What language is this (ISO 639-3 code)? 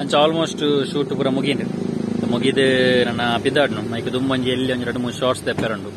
tcy